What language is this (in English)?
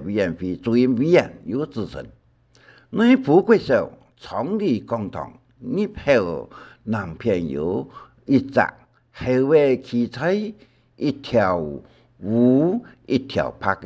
Hakka Chinese